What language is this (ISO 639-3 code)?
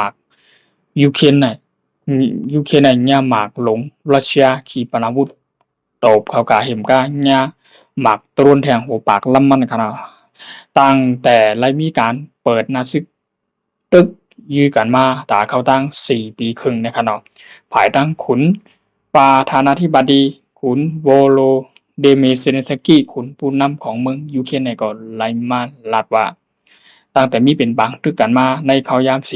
shn